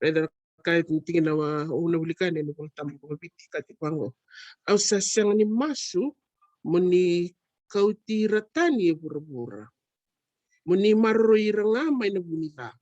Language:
Fijian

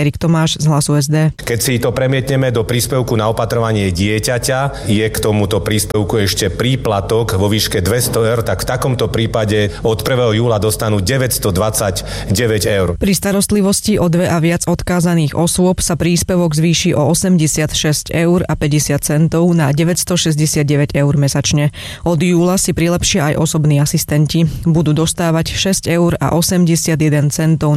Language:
Slovak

